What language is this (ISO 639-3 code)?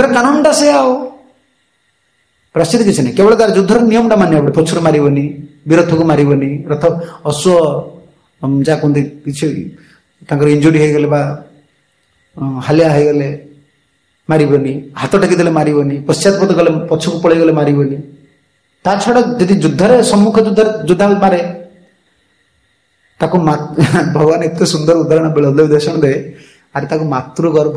ori